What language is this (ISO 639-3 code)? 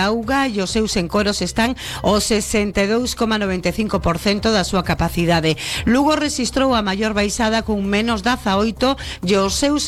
glg